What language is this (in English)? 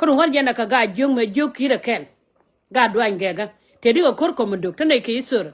Nuer